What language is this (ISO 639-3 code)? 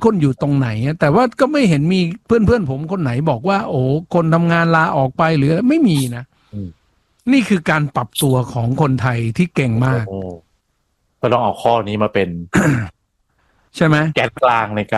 tha